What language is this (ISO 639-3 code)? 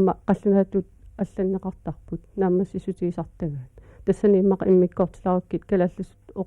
kal